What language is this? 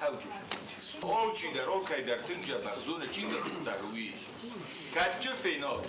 Ossetic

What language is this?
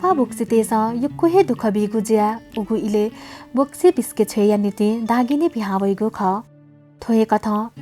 Newari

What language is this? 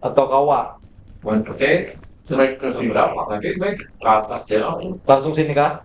Banjar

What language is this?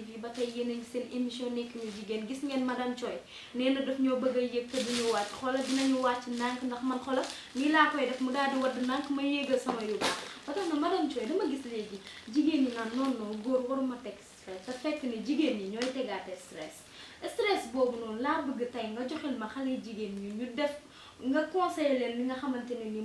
Wolof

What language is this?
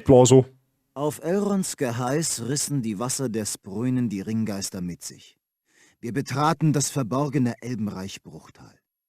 Bavarian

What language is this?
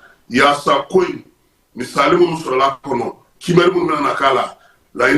Bambara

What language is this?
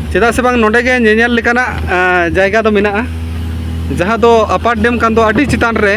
Santali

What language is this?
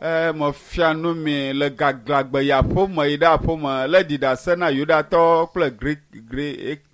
Ewe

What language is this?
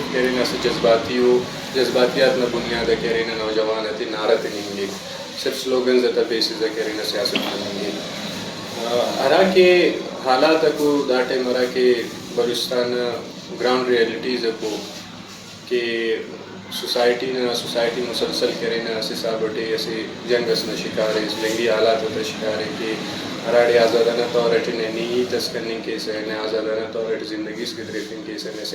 Brahui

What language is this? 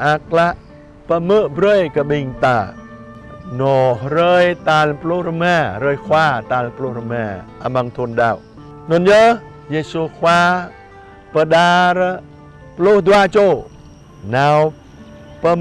Jarai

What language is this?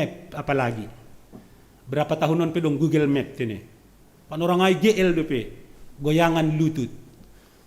Batak Simalungun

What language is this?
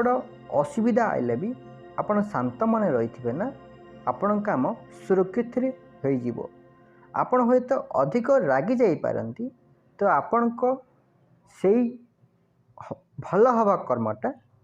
Odia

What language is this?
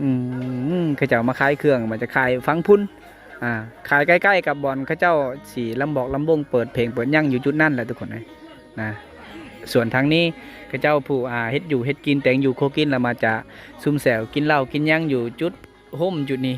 Lao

